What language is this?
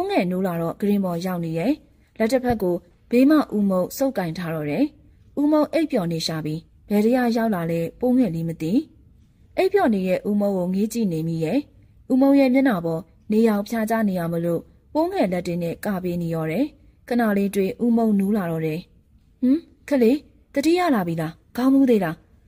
Burmese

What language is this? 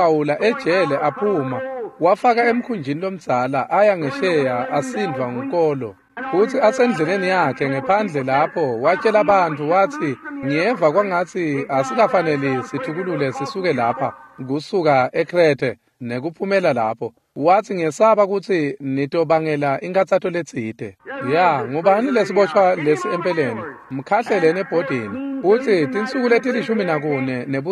Swati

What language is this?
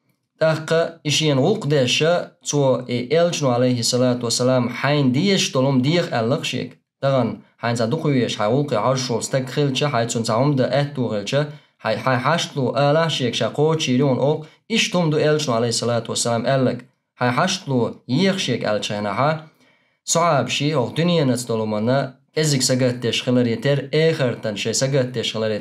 Chechen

